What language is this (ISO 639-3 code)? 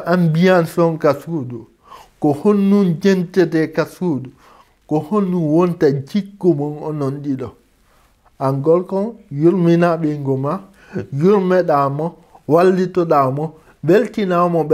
ful